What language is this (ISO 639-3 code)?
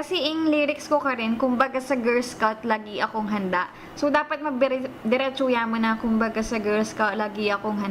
pam